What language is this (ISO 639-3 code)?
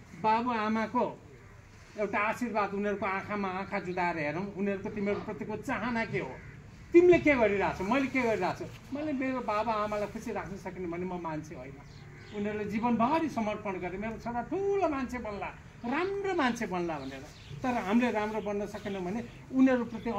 nep